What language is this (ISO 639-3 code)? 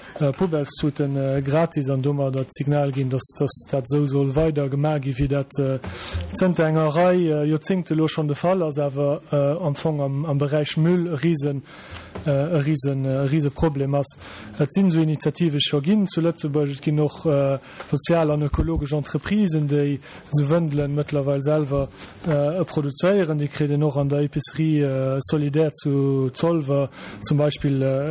ltz